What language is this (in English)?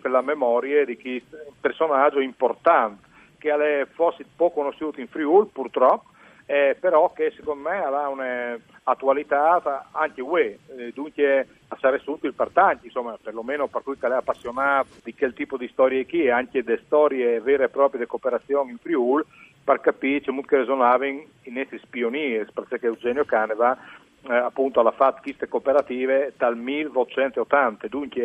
Friulian